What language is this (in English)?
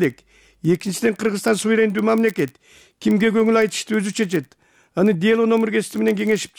Kyrgyz